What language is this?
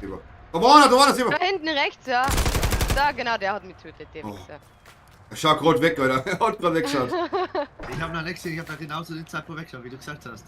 Bavarian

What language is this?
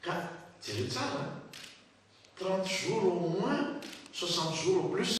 Malagasy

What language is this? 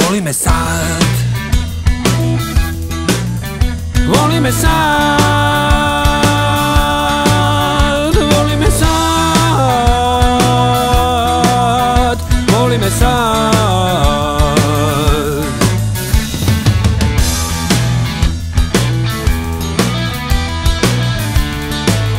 Serbian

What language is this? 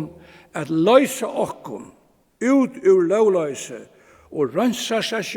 Faroese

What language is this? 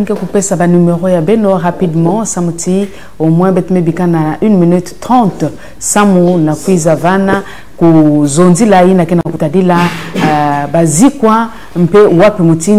Kituba (Congo)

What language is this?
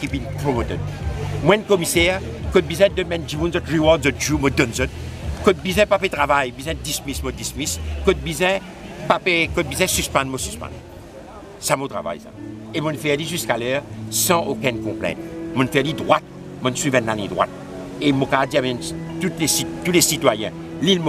Morisyen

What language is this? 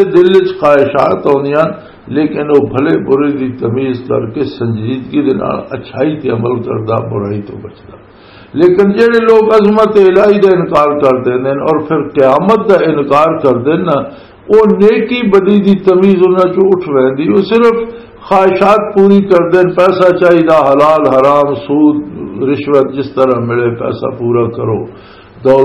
Western Panjabi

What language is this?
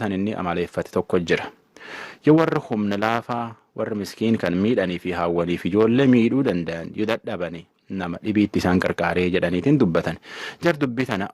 Oromo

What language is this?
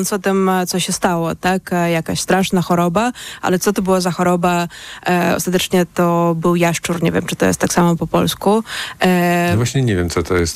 Polish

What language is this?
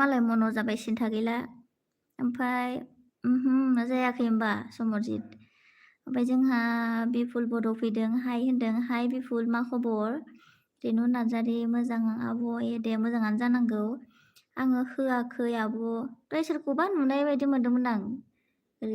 Bodo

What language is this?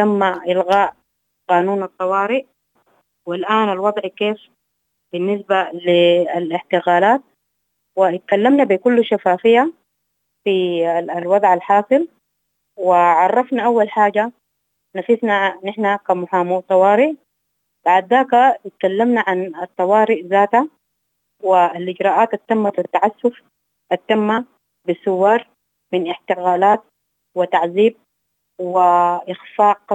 Sudanese Arabic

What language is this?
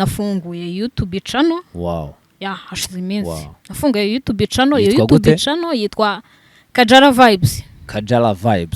Kinyarwanda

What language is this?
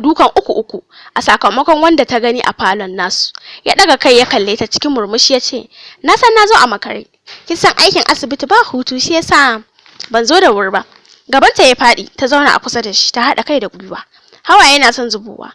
Hausa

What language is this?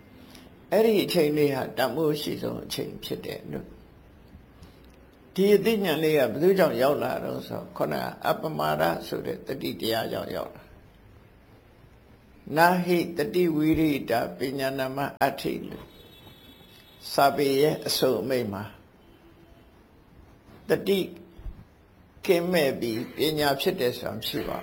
Burmese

